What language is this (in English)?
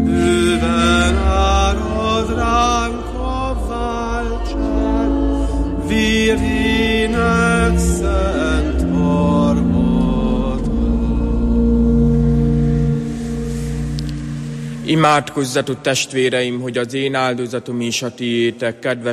Hungarian